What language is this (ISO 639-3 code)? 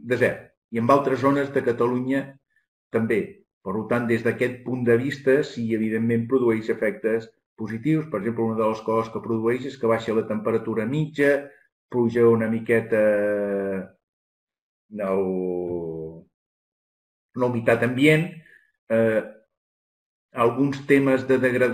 cat